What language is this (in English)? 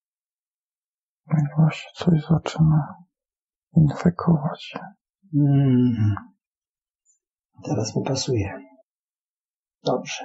Polish